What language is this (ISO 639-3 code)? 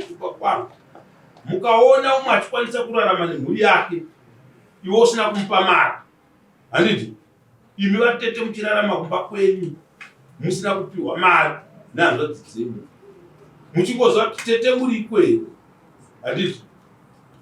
sna